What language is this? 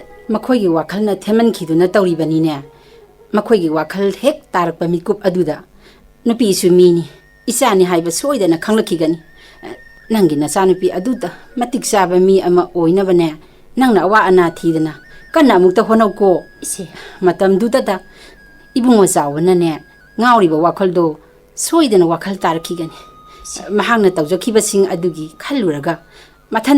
Manipuri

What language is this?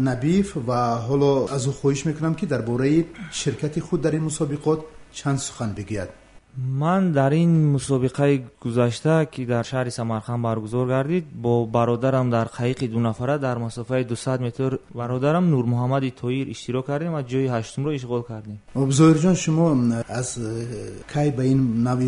Tajik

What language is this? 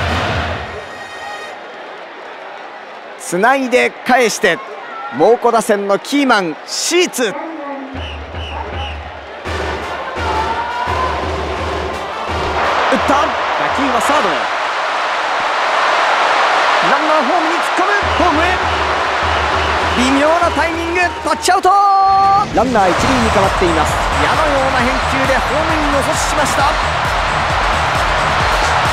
Japanese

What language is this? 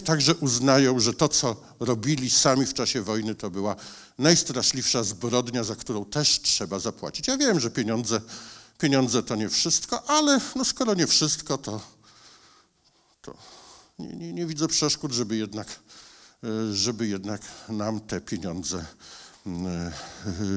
Polish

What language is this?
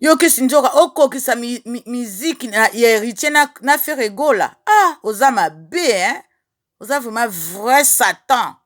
Lingala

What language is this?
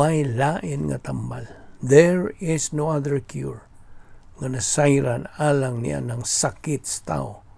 Cebuano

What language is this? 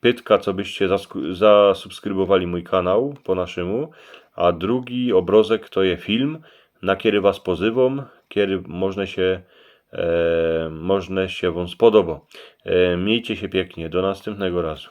Silesian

